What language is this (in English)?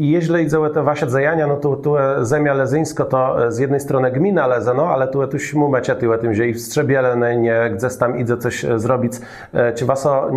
Kashubian